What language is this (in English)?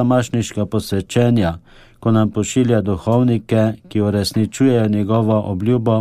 Slovenian